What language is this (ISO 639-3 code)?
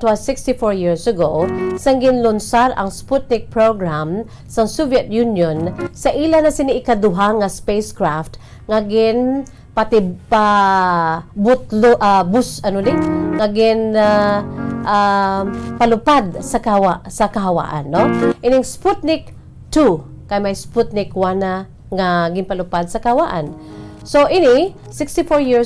hil